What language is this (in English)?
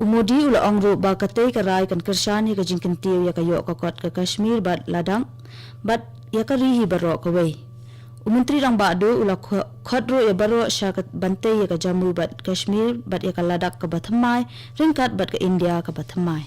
Khasi